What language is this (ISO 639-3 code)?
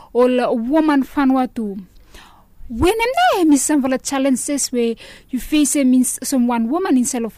bis